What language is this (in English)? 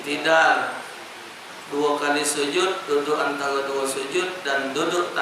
Musi